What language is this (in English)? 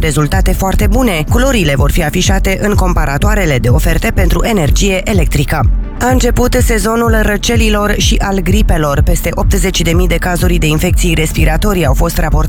Romanian